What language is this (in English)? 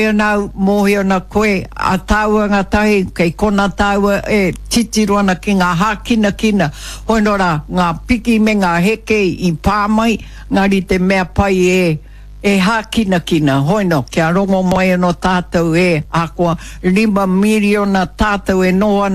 Māori